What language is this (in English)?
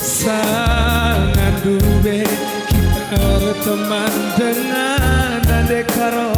Batak Karo